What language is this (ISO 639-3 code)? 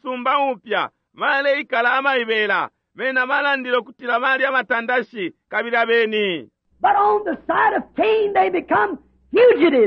bem